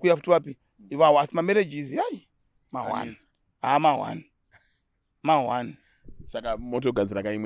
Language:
Shona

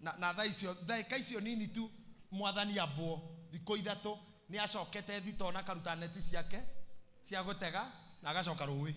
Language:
Kikuyu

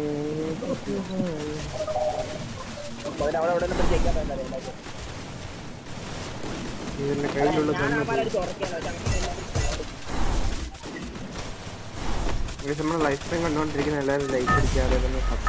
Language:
Malayalam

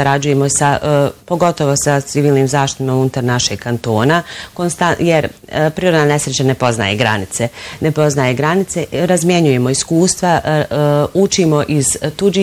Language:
Bosnian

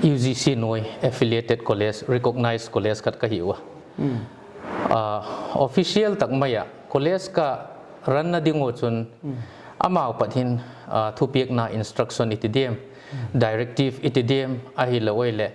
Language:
Paite Chin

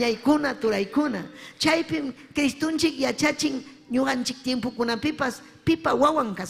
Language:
Ayacucho Quechua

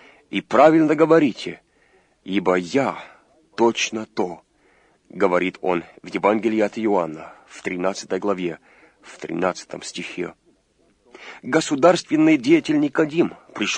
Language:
Russian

